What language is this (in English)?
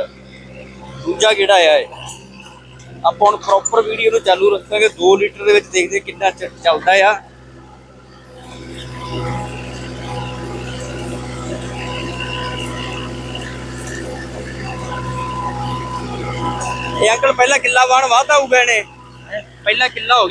Punjabi